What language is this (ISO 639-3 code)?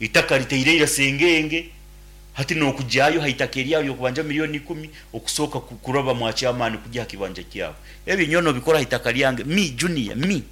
nyn